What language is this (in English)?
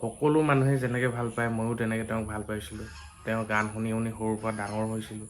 Assamese